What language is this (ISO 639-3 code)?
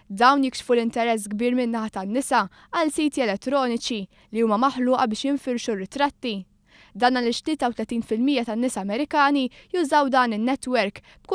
mlt